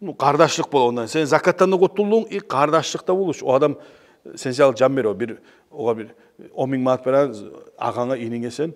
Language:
Kumyk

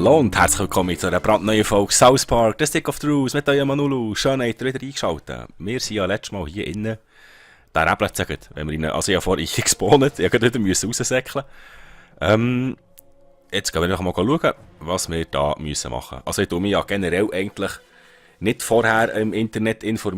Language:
Swiss German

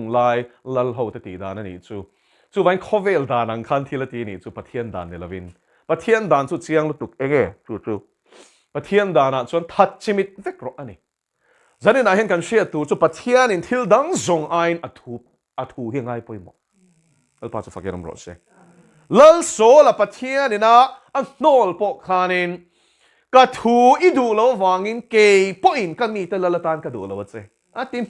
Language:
Mizo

